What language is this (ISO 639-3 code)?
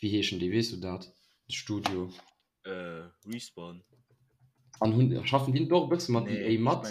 ltz